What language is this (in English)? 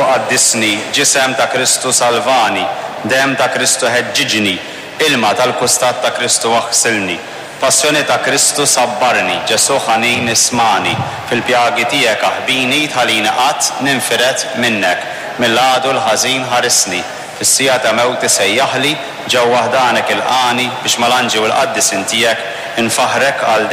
Maltese